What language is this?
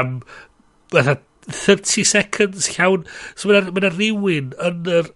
Welsh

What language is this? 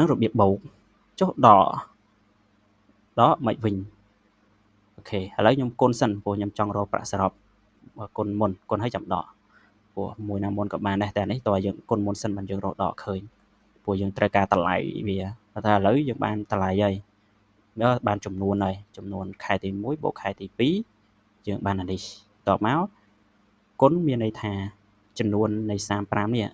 Khmer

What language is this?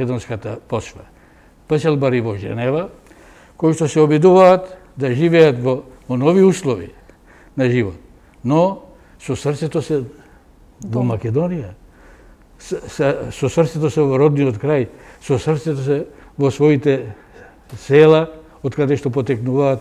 Macedonian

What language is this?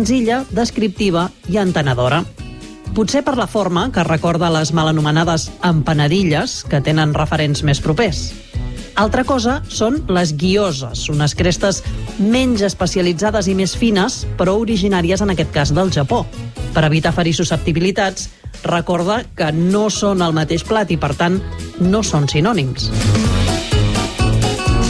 Catalan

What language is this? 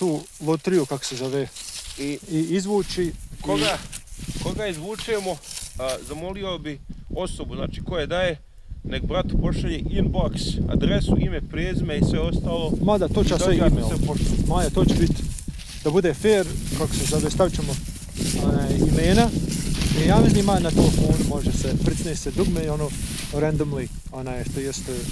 Bosnian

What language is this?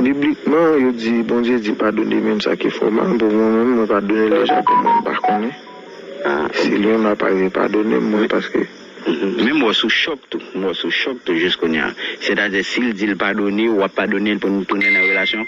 Haitian Creole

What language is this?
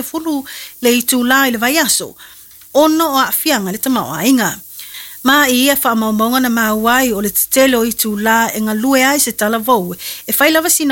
Samoan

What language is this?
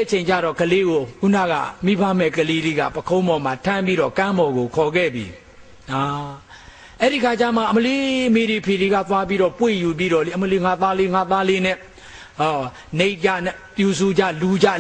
Burmese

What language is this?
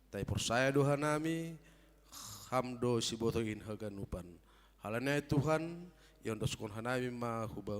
Batak Simalungun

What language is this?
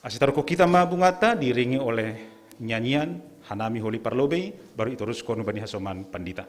Batak Simalungun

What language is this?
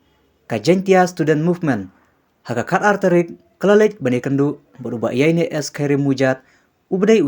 Khasi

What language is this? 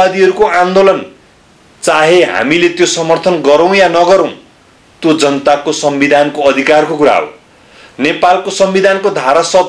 Nepali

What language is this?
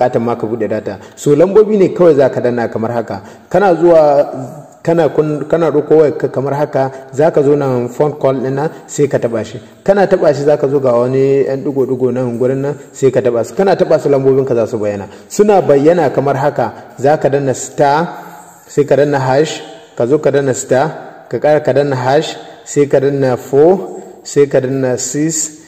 Hausa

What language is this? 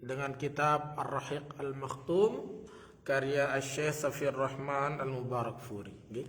Sasak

